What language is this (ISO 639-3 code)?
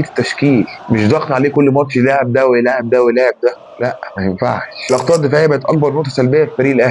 arz